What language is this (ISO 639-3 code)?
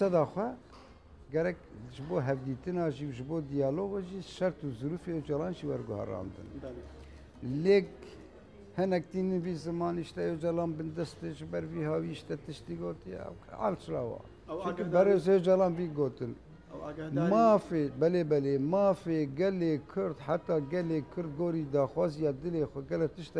kur